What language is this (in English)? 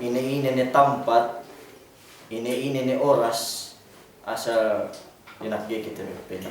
Yakan